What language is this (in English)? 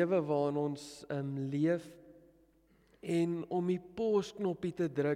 Afrikaans